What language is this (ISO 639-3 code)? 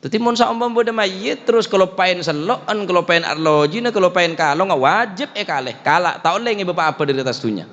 mad